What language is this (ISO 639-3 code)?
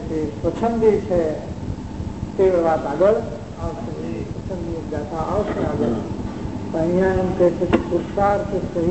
guj